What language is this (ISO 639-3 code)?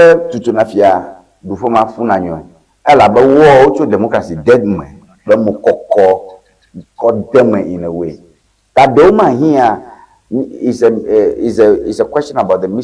ewe